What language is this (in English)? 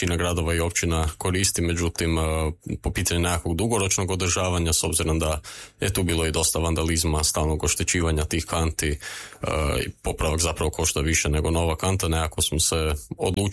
Croatian